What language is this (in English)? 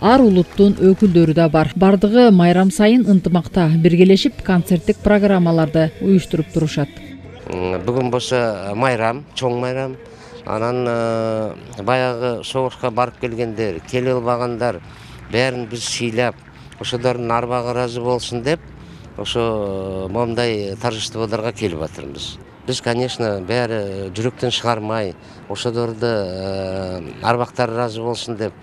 Kyrgyz